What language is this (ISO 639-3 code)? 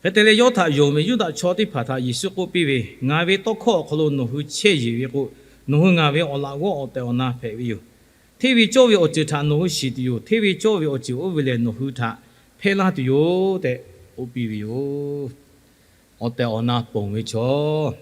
lhu